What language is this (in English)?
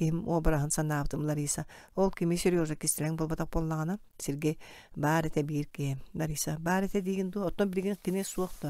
Yakut